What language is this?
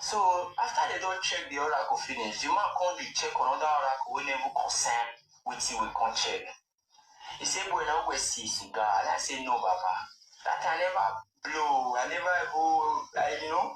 Nigerian Pidgin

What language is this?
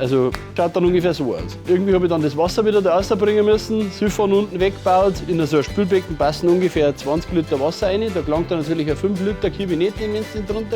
Bavarian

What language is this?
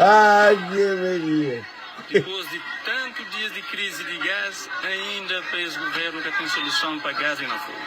Kabuverdianu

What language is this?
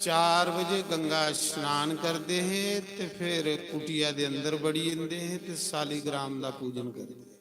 Dogri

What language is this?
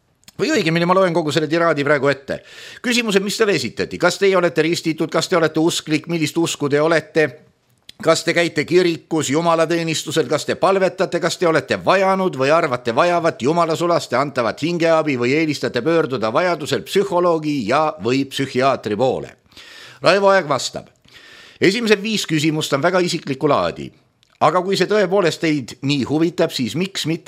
Estonian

